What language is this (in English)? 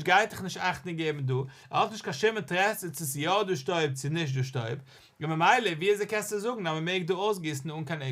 Yiddish